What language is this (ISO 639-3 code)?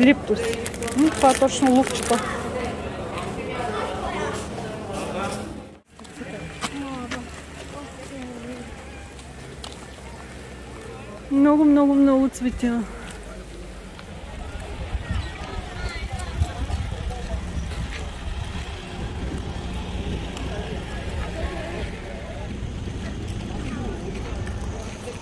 bul